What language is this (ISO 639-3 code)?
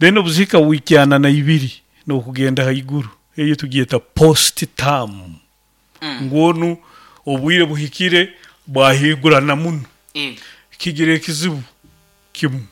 nyn